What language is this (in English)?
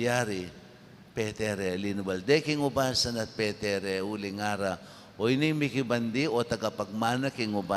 Pampanga